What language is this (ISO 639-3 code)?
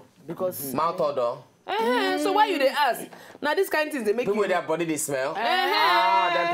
pcm